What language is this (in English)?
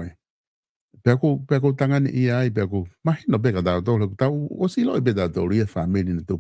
Tongan